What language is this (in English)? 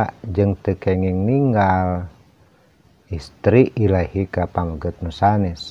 Sundanese